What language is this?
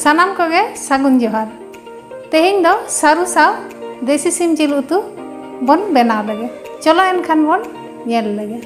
Santali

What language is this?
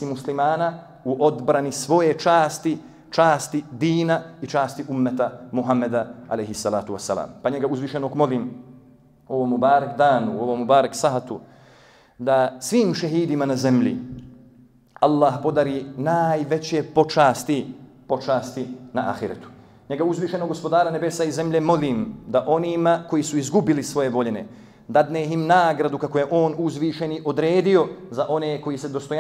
Bosnian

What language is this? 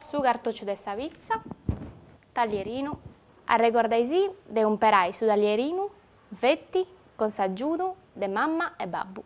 Sardinian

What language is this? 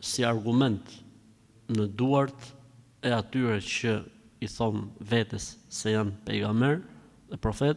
Albanian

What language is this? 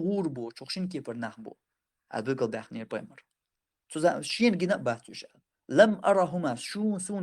Chechen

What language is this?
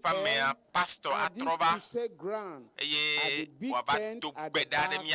Ewe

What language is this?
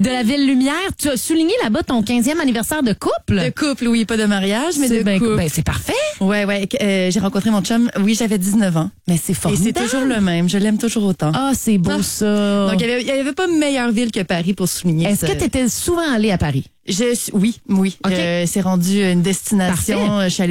French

